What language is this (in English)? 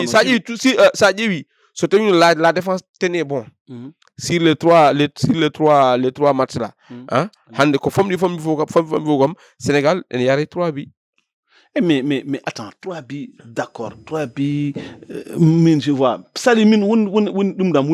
Fula